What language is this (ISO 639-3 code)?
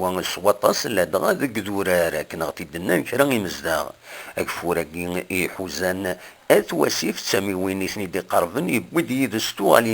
kab